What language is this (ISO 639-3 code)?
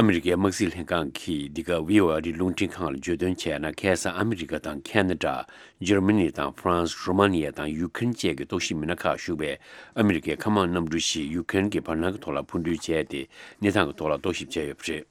bod